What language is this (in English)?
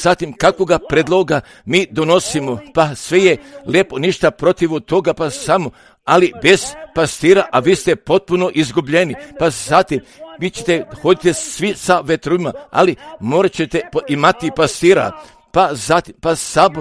Croatian